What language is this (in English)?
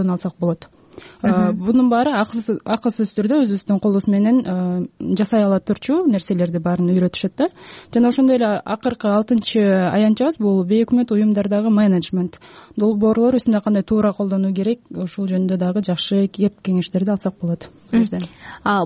Kyrgyz